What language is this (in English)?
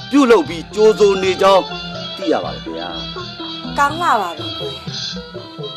Burmese